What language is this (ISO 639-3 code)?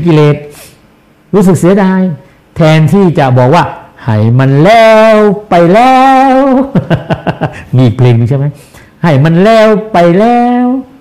tha